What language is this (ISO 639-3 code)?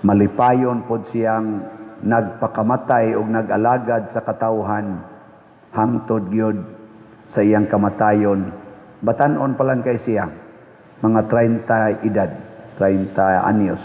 ceb